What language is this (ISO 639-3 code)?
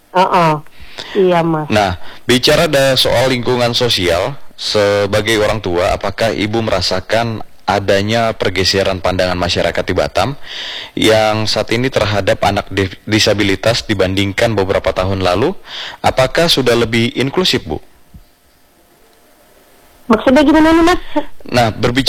ind